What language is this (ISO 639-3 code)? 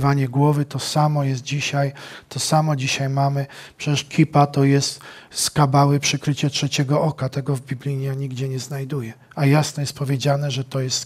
pol